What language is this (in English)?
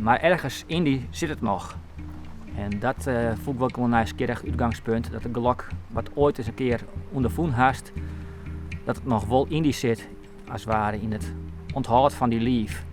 Western Frisian